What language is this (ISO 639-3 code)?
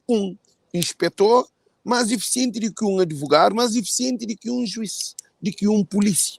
kea